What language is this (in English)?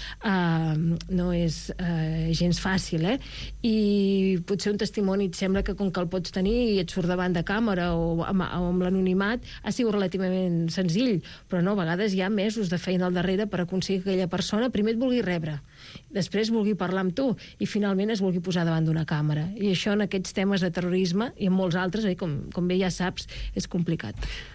Catalan